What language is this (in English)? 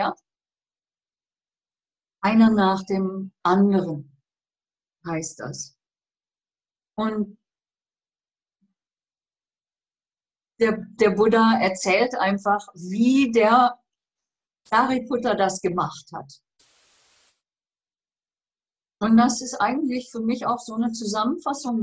German